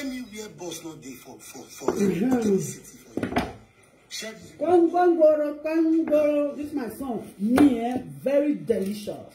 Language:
Nigerian Pidgin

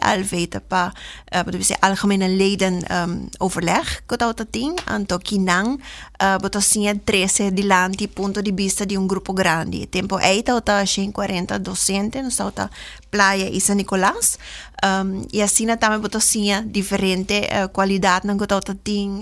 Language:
Papiamento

